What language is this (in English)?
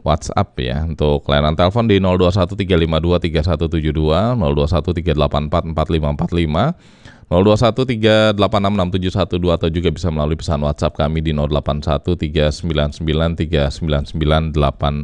Indonesian